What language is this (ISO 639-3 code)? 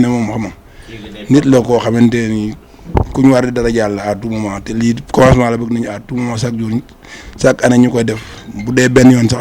wol